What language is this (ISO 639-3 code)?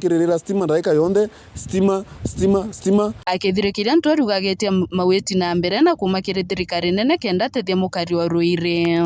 mer